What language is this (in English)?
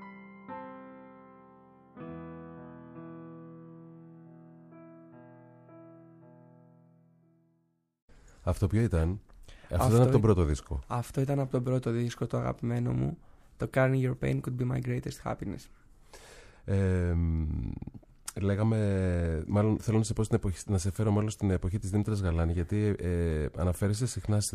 Greek